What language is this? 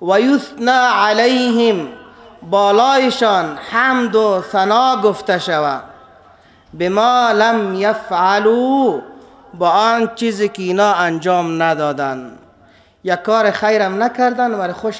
Persian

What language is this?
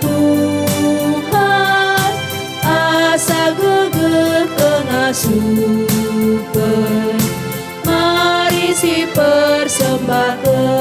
Batak Karo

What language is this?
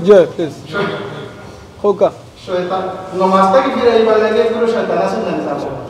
Sylheti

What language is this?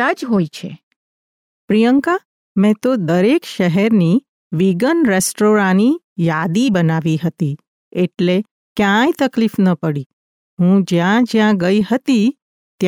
Gujarati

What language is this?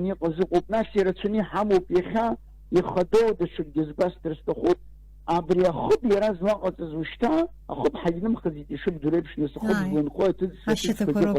Abkhazian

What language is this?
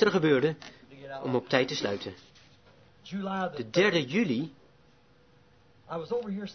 Dutch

